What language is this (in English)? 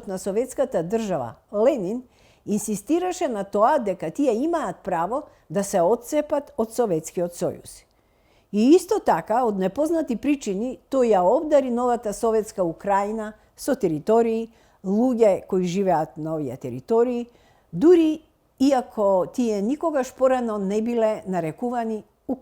Macedonian